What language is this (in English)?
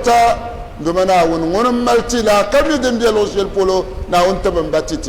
Dagbani